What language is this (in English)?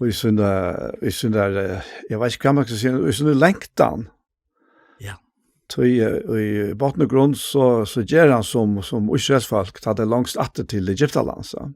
Faroese